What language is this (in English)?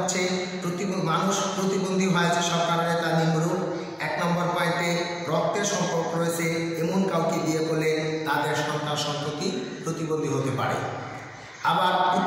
Bangla